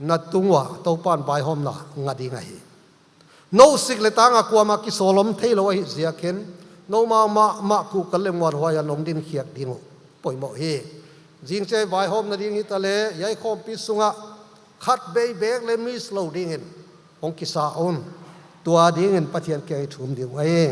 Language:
Paite Chin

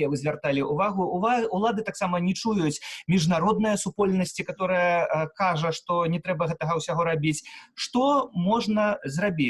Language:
Belarusian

